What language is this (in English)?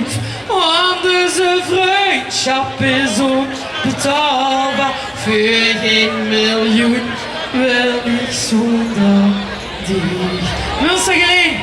Limburgish